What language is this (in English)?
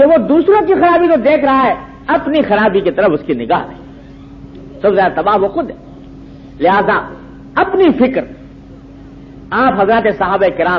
Urdu